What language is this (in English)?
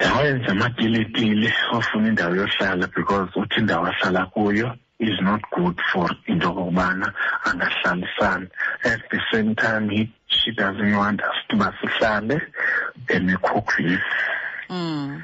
Xhosa